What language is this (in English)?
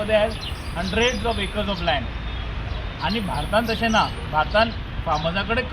Konkani